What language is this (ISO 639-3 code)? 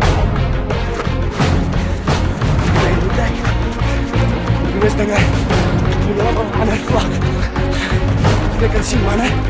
afr